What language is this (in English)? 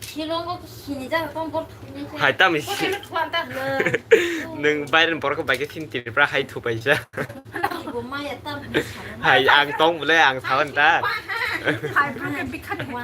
Kok Borok